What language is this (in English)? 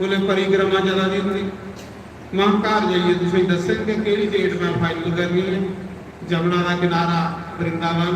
Dogri